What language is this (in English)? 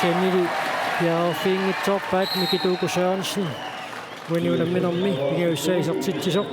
Kalaallisut